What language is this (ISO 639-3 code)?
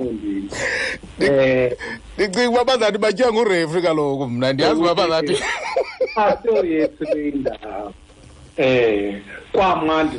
xho